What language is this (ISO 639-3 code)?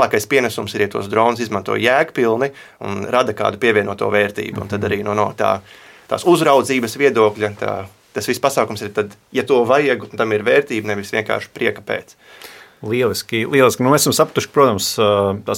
lav